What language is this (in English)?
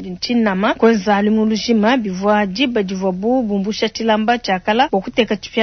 Luba-Lulua